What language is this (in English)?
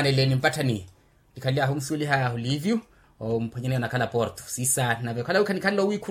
Makhuwa